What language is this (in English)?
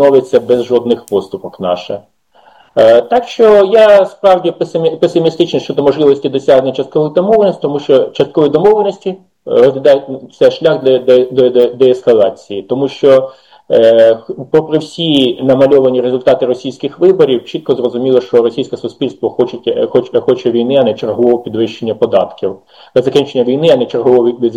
Ukrainian